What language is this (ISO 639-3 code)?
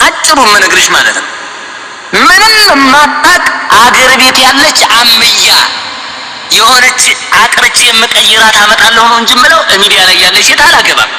amh